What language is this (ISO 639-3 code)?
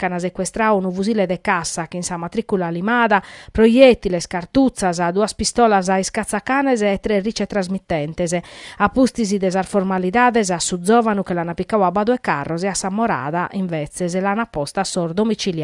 srd